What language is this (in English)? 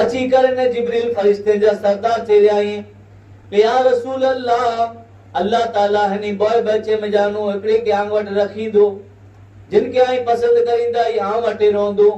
Kachhi